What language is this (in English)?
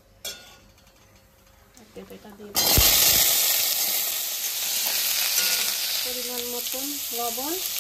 Bangla